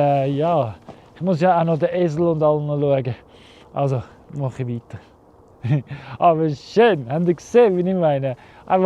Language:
Swiss German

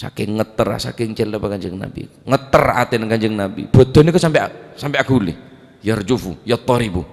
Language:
Madurese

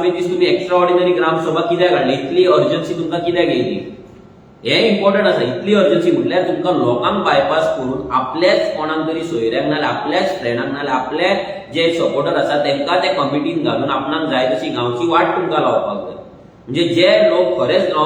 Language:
Konkani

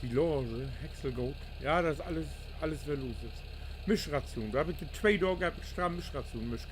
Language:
Low German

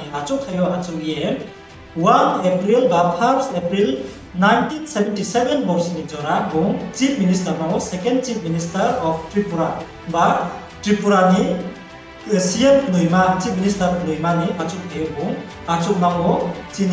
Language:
Riang (India)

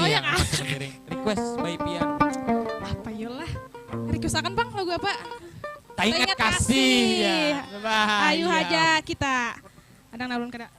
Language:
Banjar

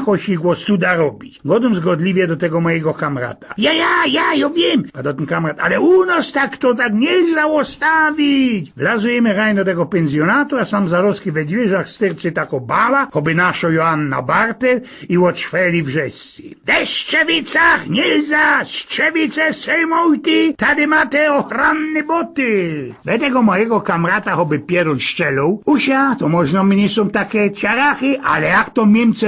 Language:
Silesian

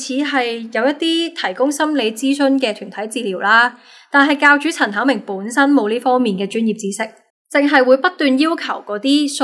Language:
Cantonese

